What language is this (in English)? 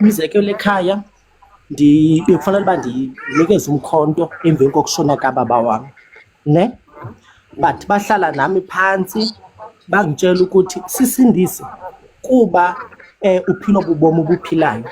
Zulu